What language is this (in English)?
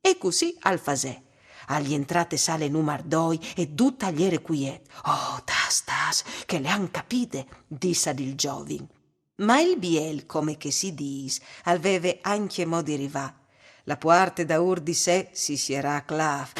Friulian